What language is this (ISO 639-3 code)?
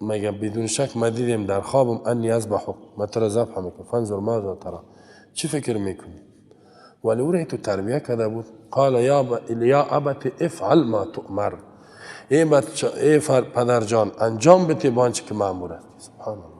fas